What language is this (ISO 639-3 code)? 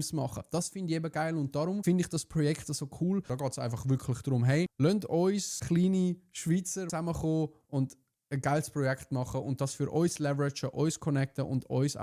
gsw